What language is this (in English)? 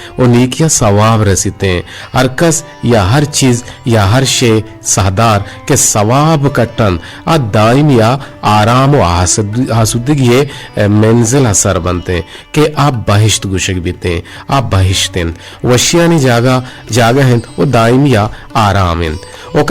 Eastern Balochi